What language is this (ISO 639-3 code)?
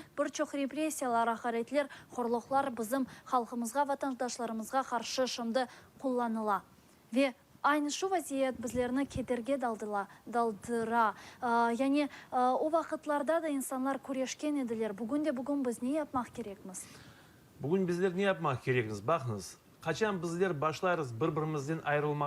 crh